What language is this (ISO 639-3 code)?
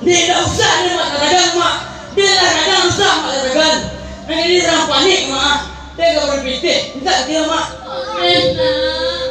min